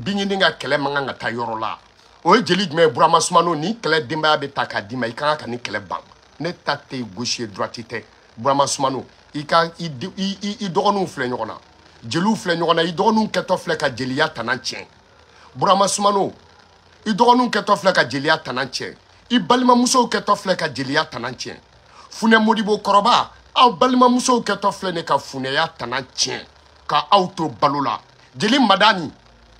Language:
Bambara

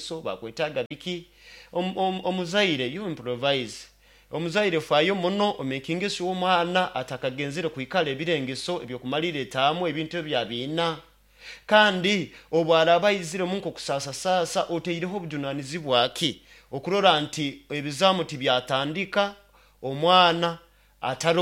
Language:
Nyoro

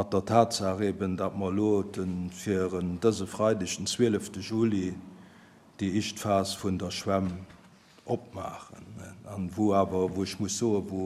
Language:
Luxembourgish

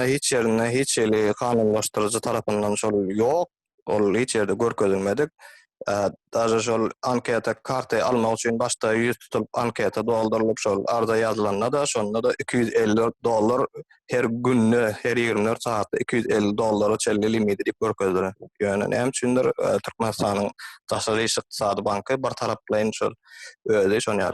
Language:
Turkmen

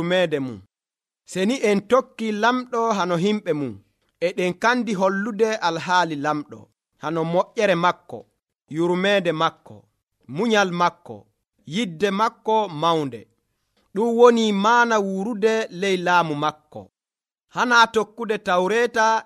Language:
Nigerian Fulfulde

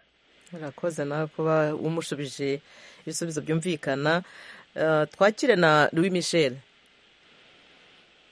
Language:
Kinyarwanda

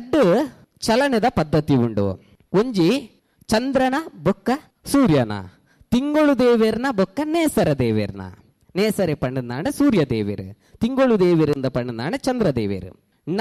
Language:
Tulu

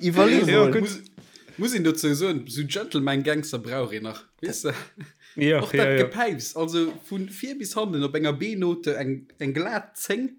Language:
Luxembourgish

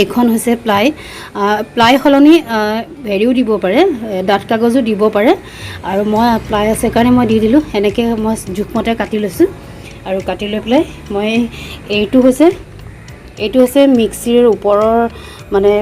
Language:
Assamese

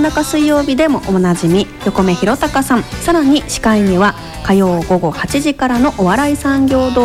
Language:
Japanese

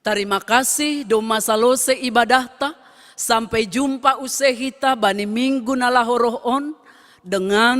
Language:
Batak Simalungun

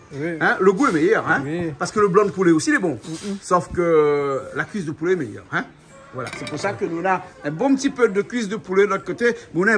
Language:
Réunion Creole French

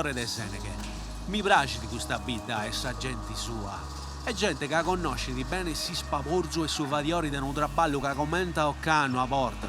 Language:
Sardinian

